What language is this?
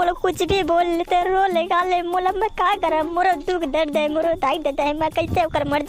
Chhattisgarhi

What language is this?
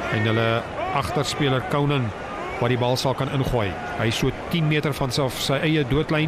Afrikaans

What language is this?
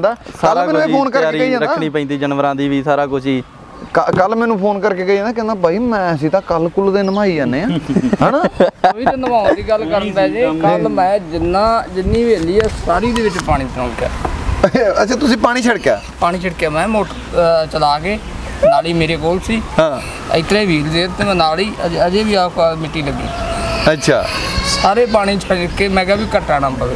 Punjabi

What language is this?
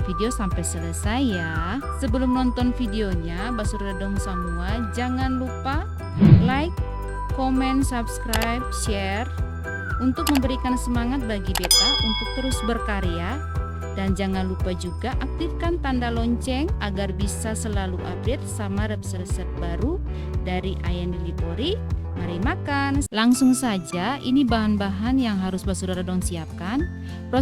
Ambonese Malay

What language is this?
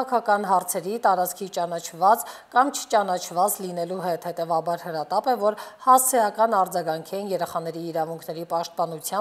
Armenian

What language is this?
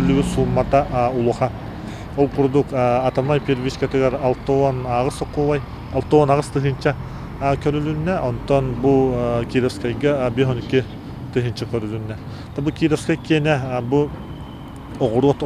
Yakut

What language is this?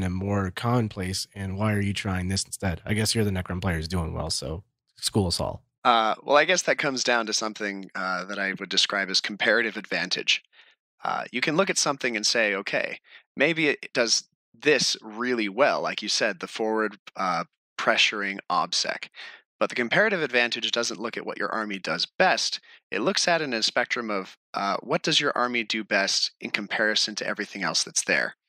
English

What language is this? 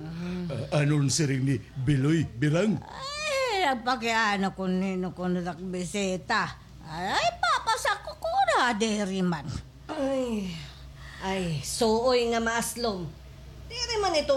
Waray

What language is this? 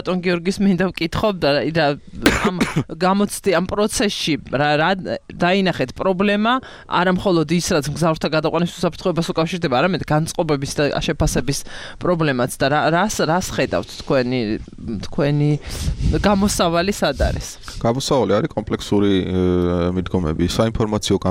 Georgian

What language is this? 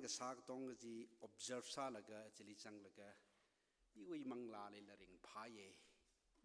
Tangkhul Naga (India)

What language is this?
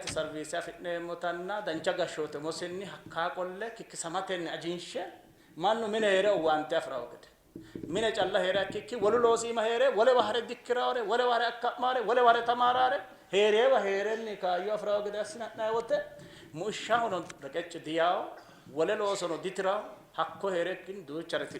Sidamo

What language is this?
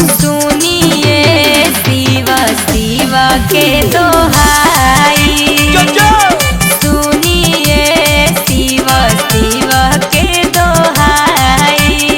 Magahi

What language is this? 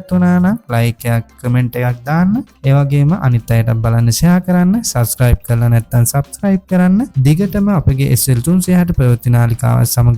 Sinhala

